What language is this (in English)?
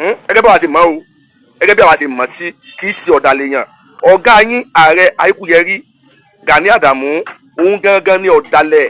Yoruba